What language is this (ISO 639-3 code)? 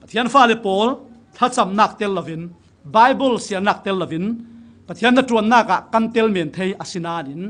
cfm